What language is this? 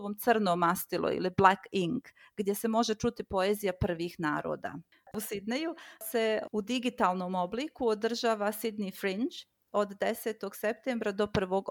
Croatian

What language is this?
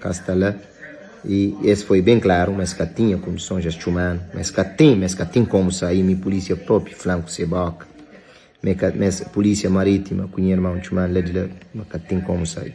Kabuverdianu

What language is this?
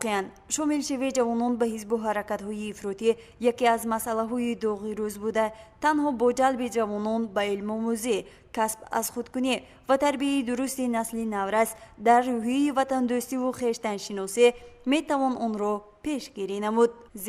Tajik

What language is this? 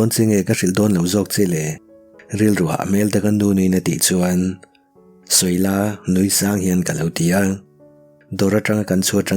Mizo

